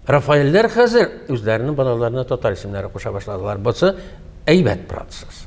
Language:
Tatar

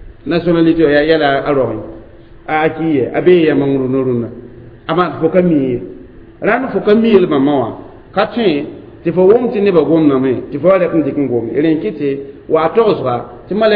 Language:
Mossi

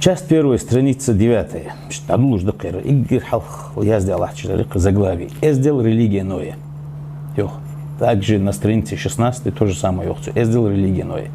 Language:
Ingush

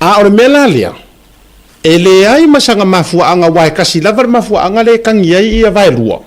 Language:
Samoan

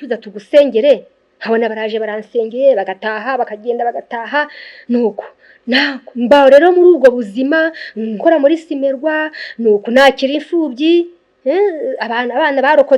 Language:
Kinyarwanda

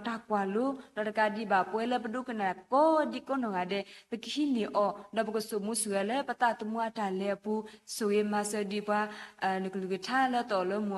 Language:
S'gaw Karen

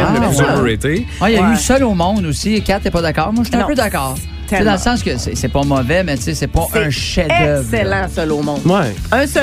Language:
French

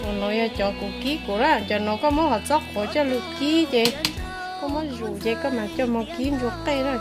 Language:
Hmong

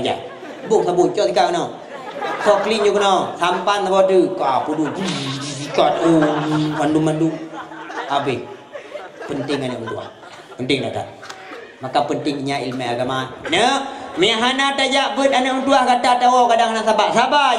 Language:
Achinese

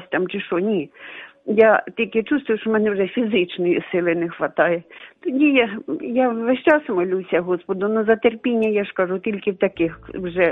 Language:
Ukrainian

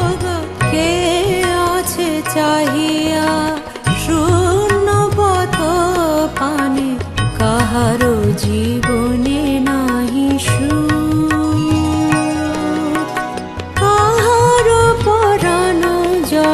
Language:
Bangla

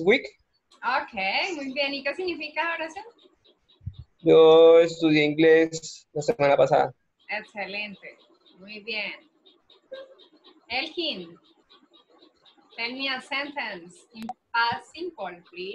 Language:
Spanish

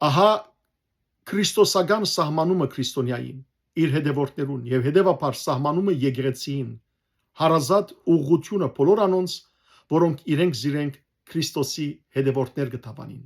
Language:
Western Armenian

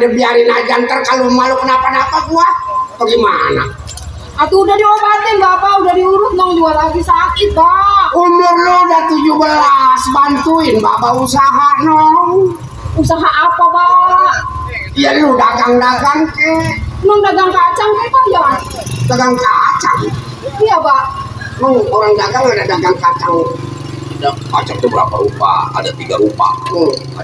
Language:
Betawi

